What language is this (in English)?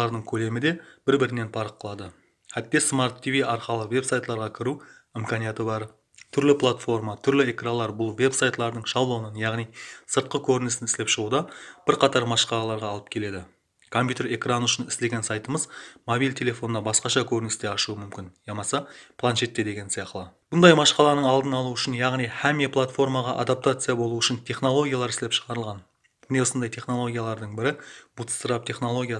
Kara-Kalpak